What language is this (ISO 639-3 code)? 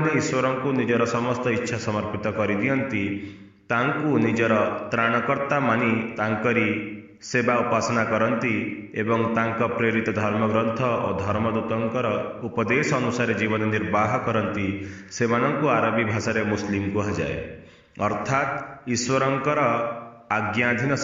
ori